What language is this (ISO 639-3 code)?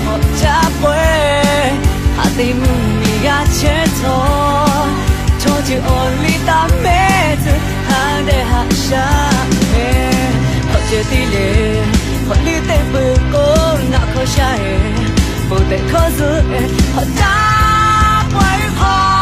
lhu